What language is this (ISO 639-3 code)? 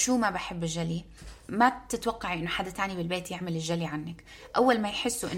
apc